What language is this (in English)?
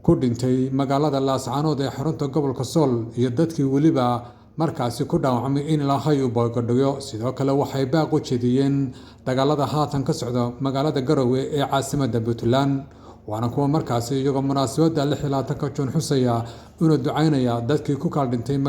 Somali